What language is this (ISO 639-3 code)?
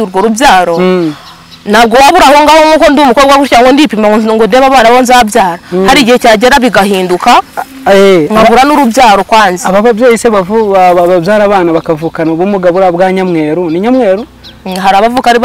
kin